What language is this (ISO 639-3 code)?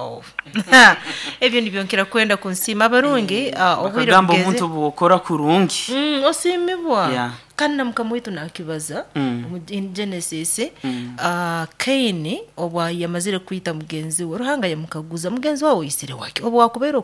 nyo